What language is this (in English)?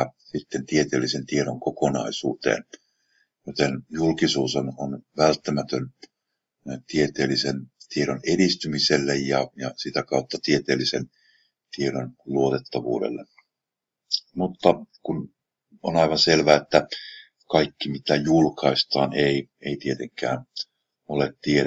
Finnish